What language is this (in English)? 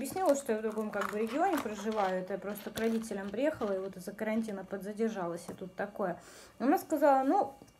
Russian